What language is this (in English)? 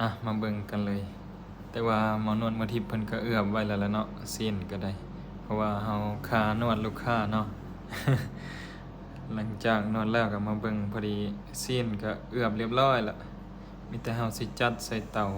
Lao